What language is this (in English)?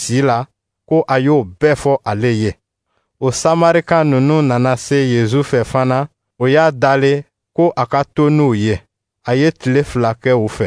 Dyula